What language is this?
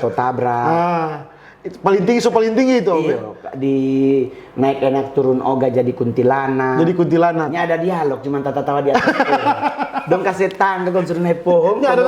Manado Malay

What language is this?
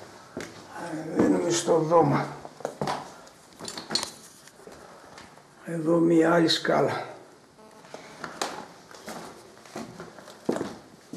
Greek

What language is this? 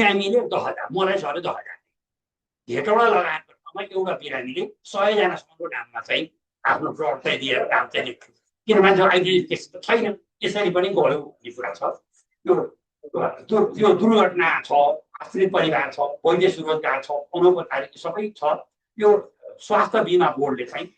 Nepali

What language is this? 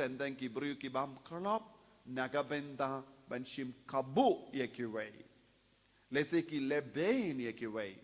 Khasi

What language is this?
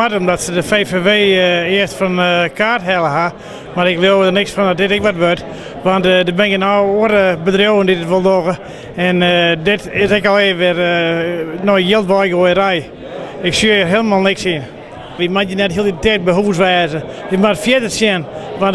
Western Frisian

